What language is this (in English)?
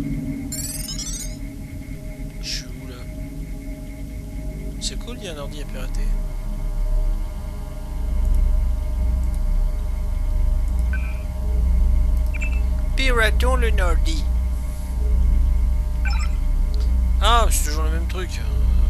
French